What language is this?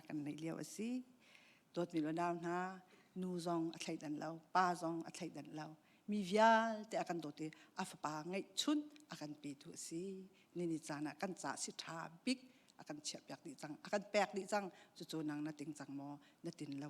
Hakha Chin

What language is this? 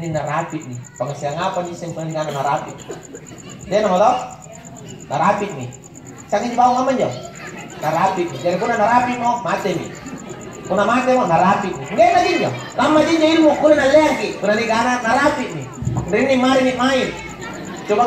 Makasar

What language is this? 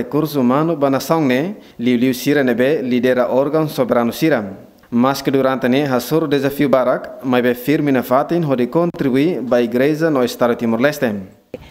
Tetum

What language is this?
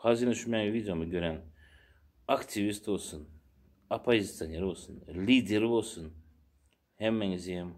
Turkmen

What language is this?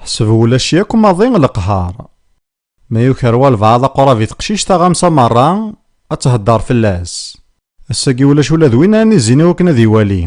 Kabyle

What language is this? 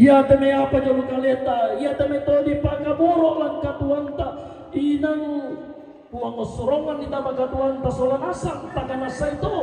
Toraja-Sa'dan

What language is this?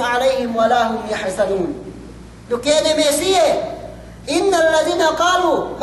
Yakan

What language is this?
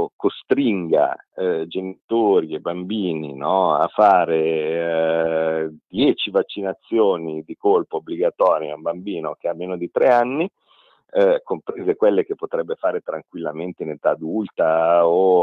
Italian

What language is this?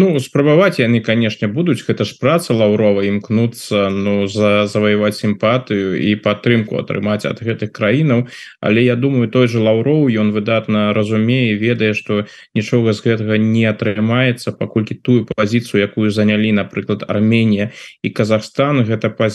Belarusian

